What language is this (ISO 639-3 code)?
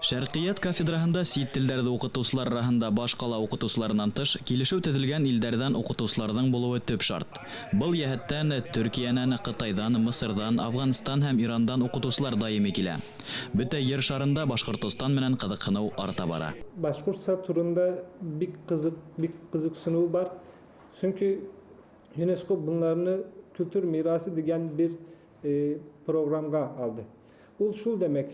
bak